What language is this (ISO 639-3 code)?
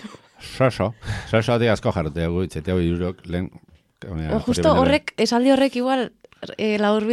eus